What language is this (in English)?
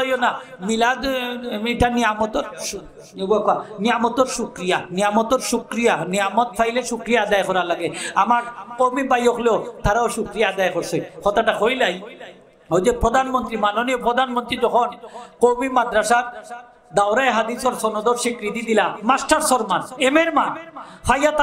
Sylheti